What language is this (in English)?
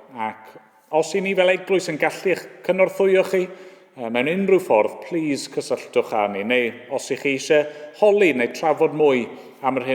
Welsh